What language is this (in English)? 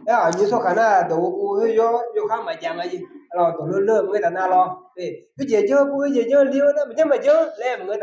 Akha